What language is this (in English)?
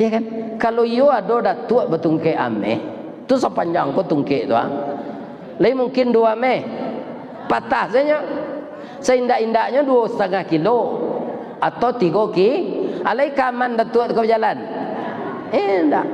Minangkabau